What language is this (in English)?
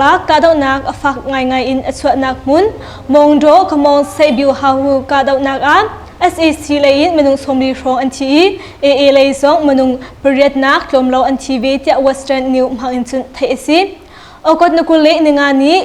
Hakha Chin